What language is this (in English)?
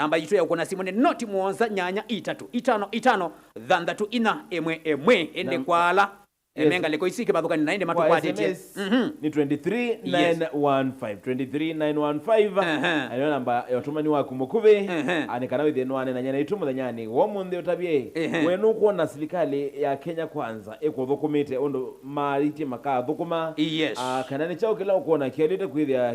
Kamba